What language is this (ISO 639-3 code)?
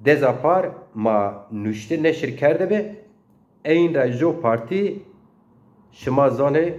zza